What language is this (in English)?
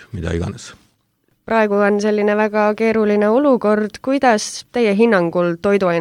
Estonian